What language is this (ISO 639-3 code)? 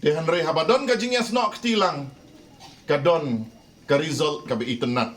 kha